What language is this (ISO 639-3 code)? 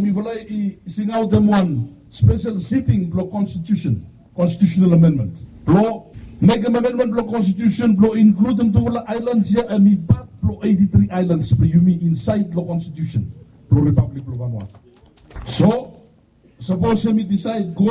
bis